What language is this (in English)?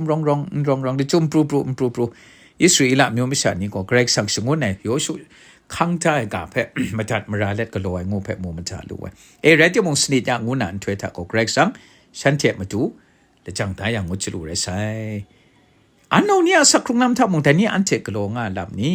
Kachin